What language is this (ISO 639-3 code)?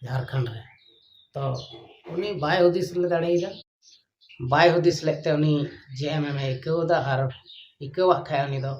sat